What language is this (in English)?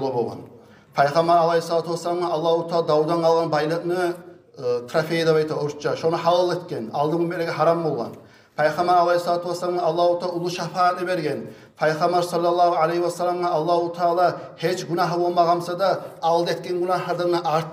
Kumyk